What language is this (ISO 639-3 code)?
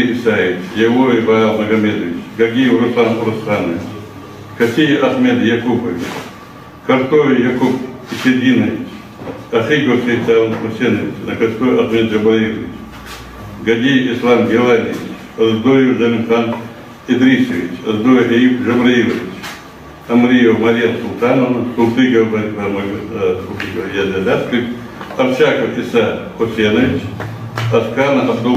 inh